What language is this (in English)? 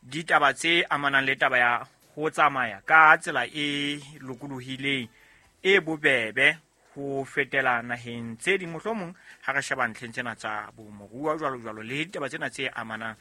Southern Sotho